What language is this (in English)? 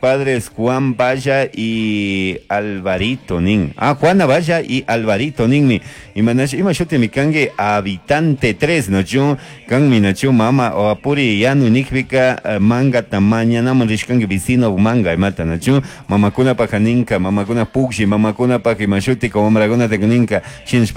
Chimborazo Highland Quichua